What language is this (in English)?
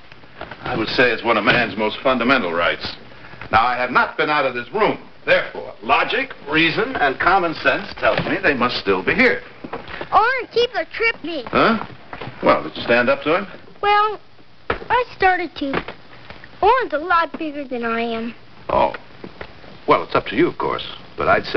English